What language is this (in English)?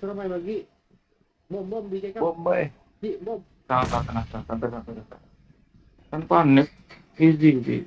Banjar